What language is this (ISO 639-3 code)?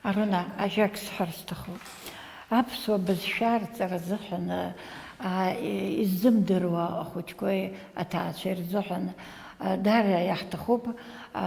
abk